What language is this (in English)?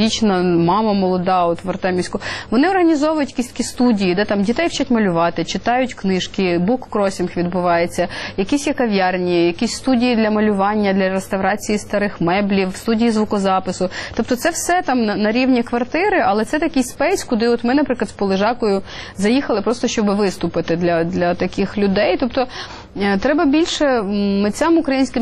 Ukrainian